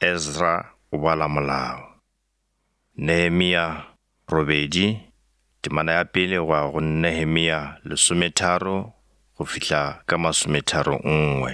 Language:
Northern Sotho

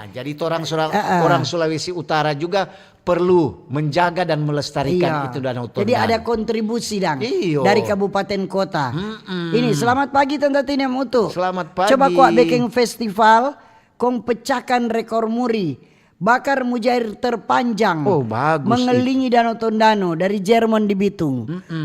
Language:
Manado Malay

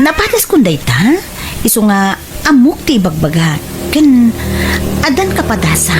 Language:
Iloko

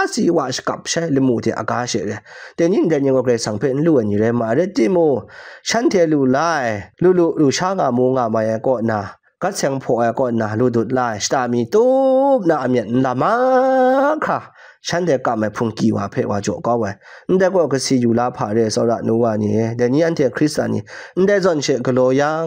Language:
Kachin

